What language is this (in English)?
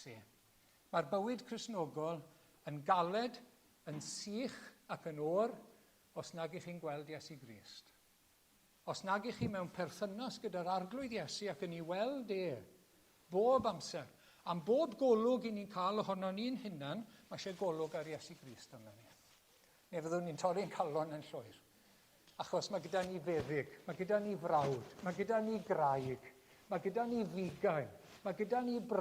Welsh